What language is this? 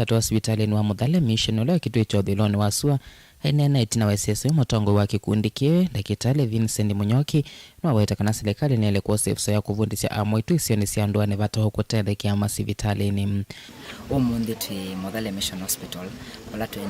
Kamba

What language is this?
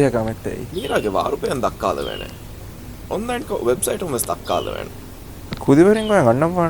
Divehi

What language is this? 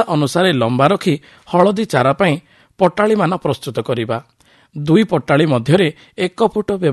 Odia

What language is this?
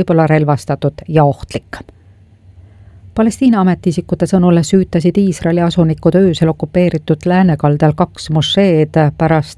Estonian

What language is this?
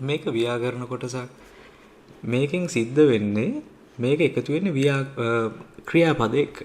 Sinhala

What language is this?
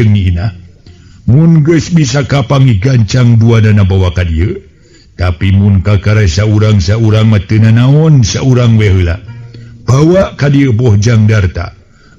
Sundanese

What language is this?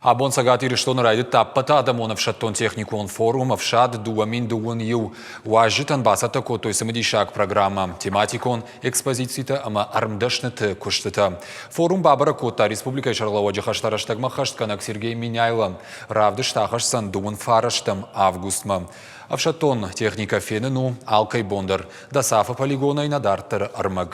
Ossetic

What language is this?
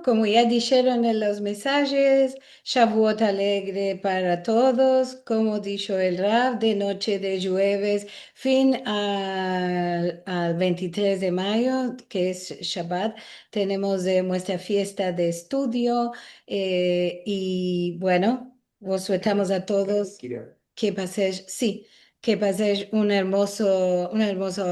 Ladino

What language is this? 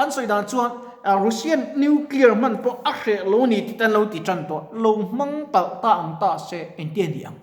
Mizo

